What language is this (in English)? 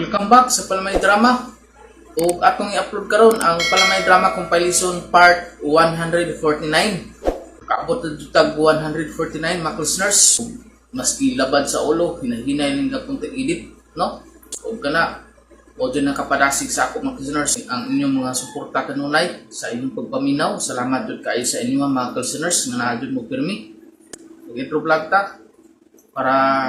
Cebuano